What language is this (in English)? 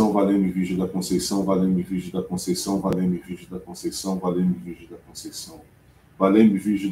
Portuguese